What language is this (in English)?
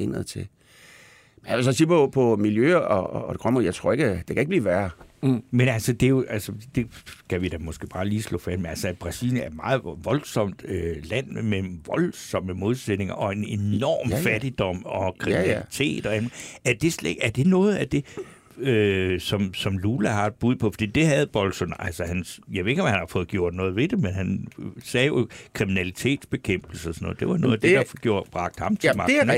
Danish